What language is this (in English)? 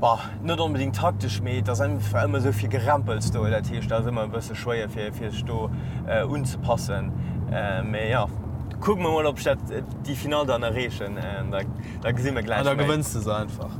Luxembourgish